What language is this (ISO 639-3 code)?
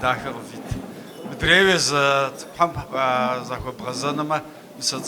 kbd